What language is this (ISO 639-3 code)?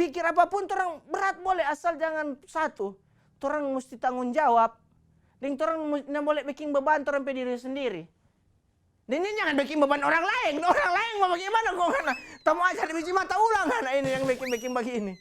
xmm